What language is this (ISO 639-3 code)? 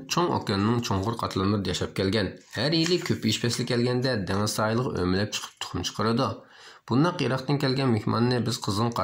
uig